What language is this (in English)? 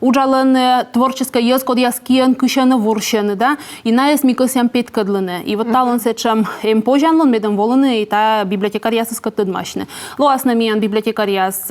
Komi